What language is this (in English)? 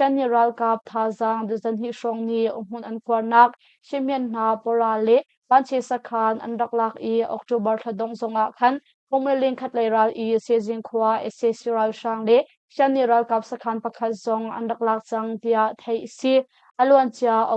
Hakha Chin